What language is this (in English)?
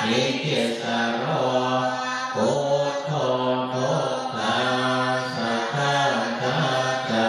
Pali